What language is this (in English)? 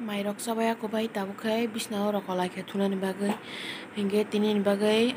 Kok Borok